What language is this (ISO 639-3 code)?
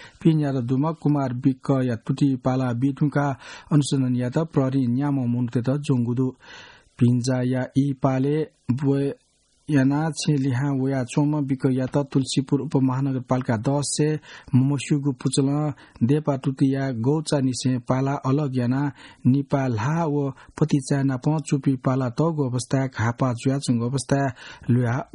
new